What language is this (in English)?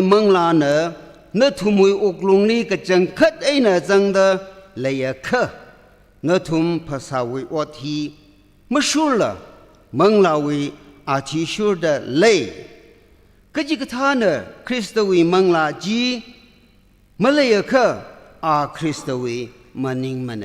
Tangkhul Naga (India)